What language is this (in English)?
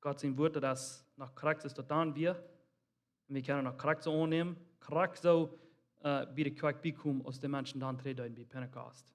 Plautdietsch